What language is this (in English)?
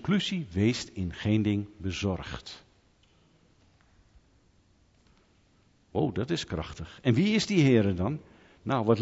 Dutch